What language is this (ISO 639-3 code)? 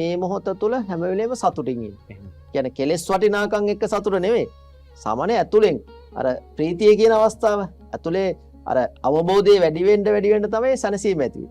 sin